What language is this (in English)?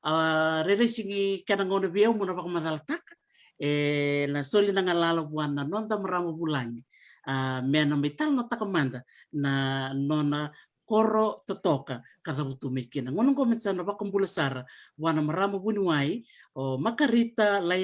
Fijian